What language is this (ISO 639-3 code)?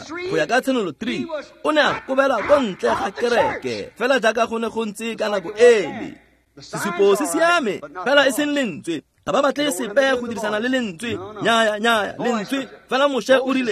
tsn